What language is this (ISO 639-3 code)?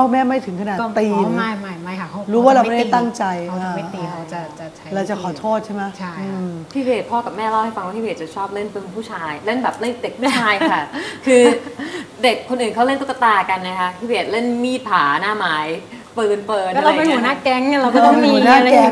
tha